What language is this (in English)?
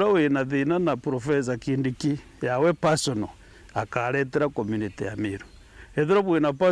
Meru